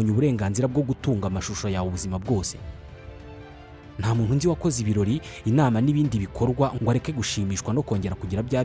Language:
Kinyarwanda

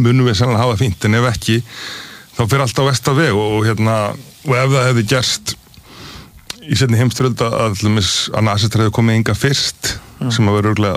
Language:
Icelandic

